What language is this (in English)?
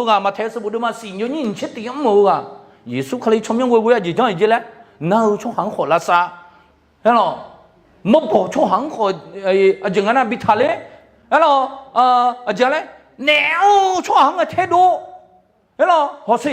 Akha